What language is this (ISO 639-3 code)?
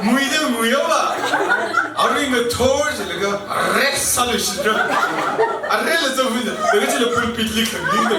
nmf